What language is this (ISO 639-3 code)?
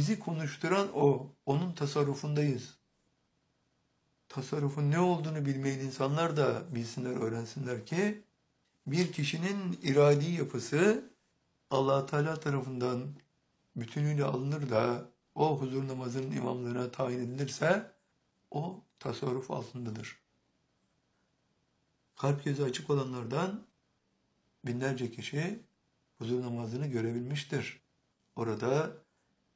tur